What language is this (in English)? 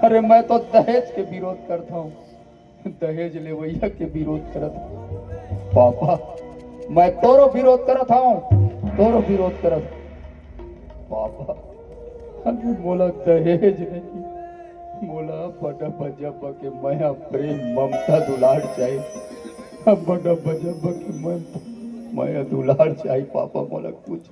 Chhattisgarhi